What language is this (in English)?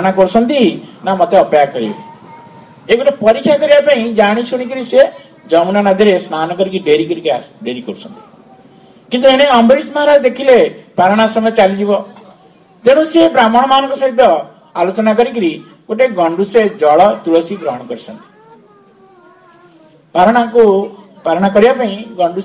Odia